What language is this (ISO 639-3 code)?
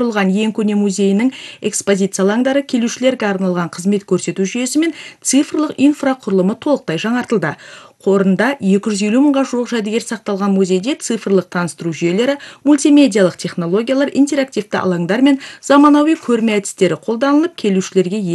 kaz